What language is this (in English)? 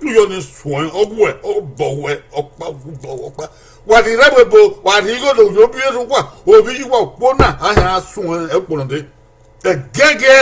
Bini